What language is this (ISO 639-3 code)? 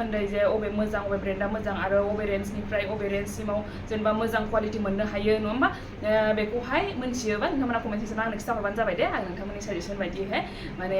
brx